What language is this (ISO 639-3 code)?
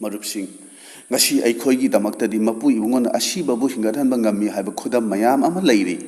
mni